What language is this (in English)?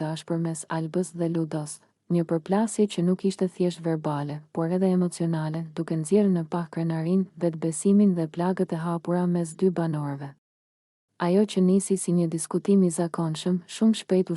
Albanian